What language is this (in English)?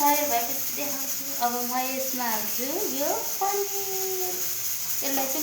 Nepali